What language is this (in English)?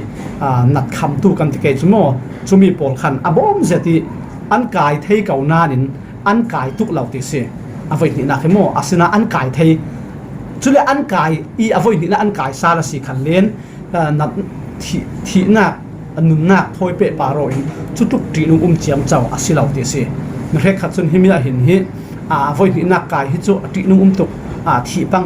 Falam Chin